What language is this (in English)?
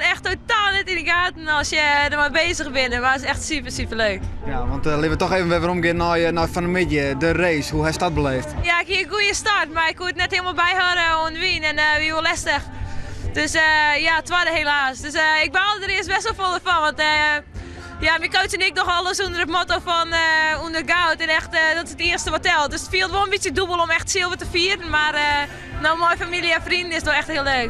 Western Frisian